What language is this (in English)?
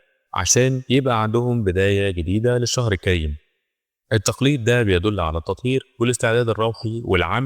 Egyptian Arabic